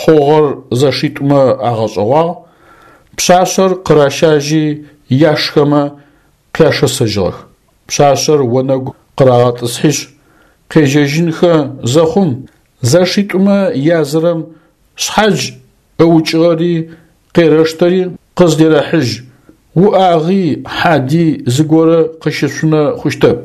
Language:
Adyghe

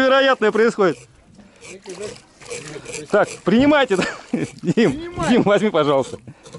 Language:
Russian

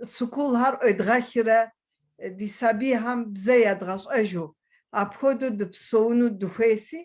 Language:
Kabardian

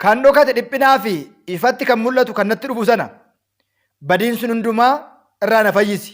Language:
Oromo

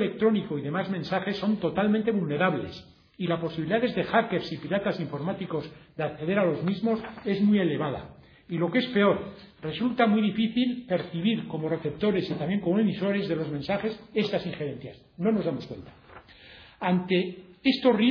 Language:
Spanish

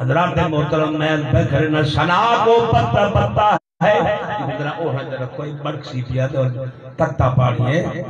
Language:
Saraiki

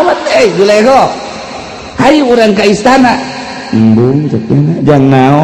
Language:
Sundanese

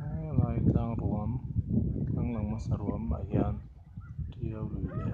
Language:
Mizo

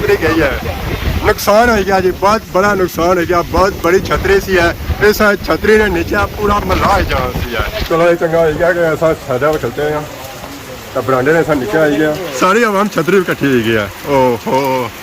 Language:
Pahari-Potwari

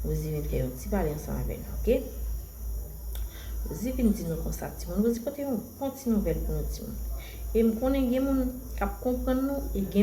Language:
Haitian Creole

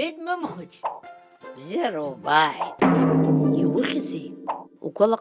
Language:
Abkhazian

